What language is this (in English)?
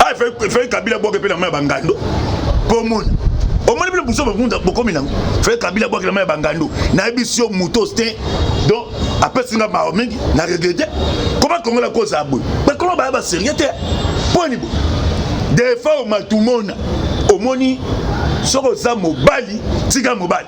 Lingala